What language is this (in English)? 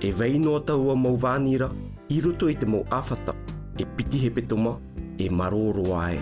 Tahitian